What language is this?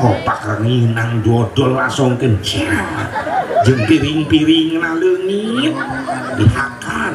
Sundanese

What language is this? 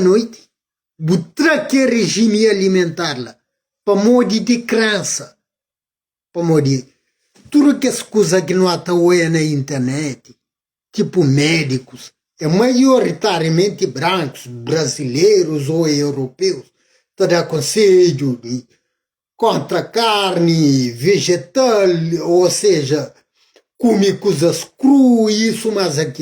Kabuverdianu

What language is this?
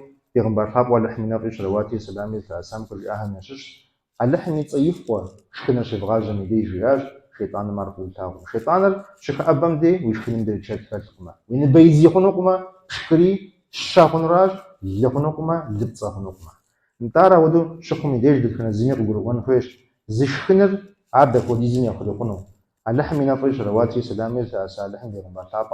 Kabardian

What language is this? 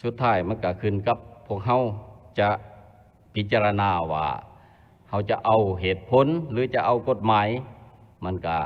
Lao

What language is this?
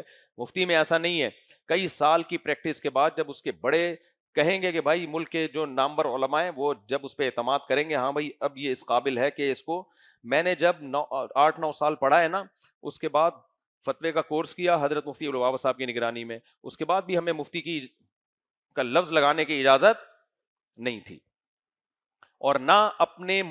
Urdu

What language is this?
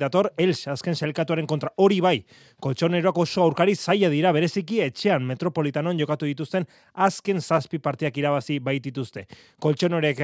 Basque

